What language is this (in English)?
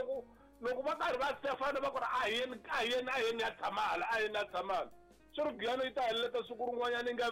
Tsonga